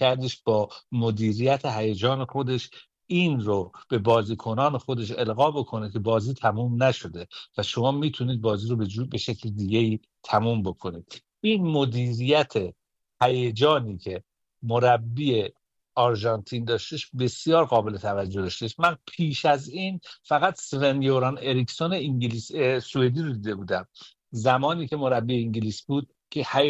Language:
Persian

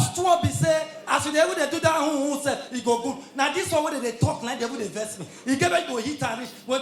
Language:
Nigerian Pidgin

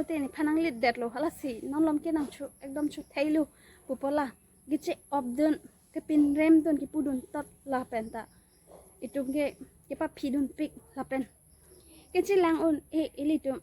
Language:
Karbi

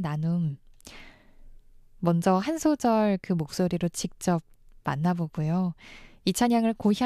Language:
Korean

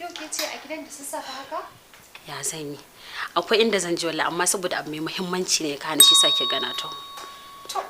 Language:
Hausa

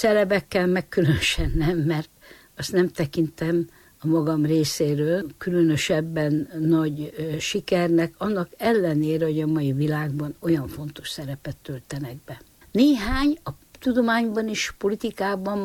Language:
Hungarian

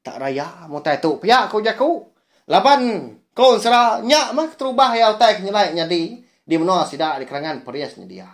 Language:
Iban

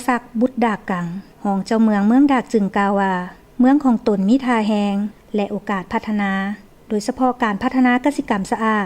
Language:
Lao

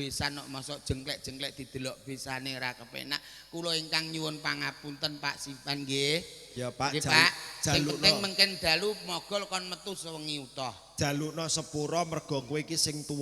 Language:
Javanese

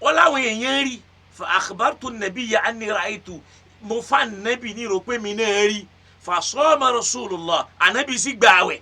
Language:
Yoruba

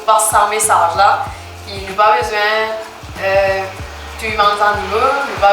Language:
Morisyen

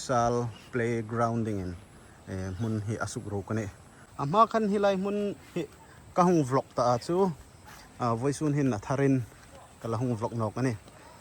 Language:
Hmar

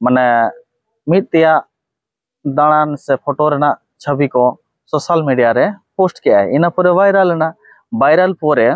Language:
Santali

